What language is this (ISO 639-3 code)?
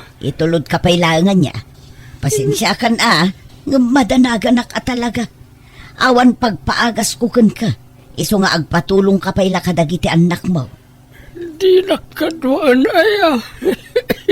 ilo